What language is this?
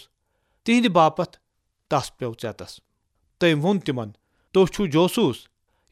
Kashmiri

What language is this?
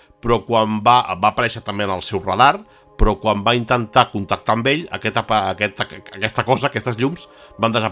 Catalan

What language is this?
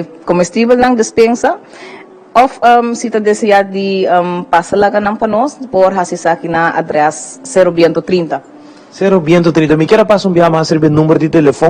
Papiamento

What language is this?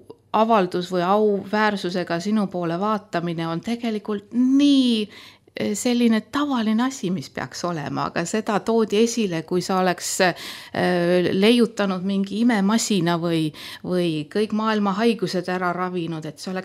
Estonian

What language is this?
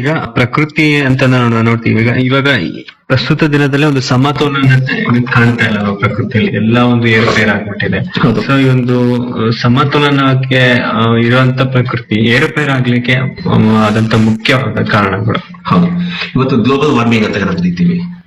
Kannada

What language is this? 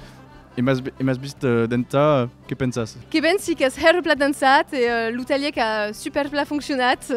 Occitan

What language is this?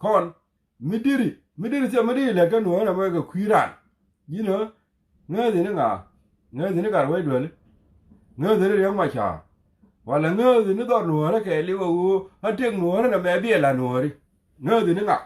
Nuer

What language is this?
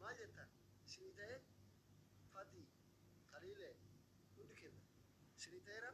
Oromo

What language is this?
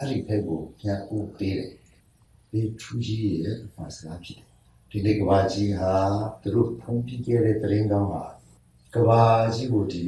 Hakha Chin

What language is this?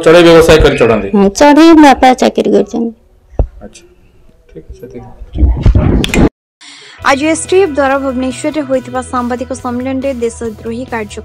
Odia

